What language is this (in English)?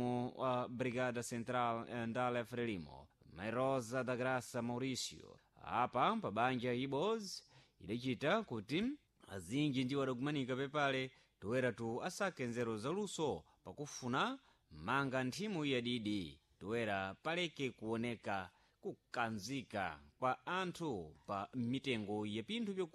Sena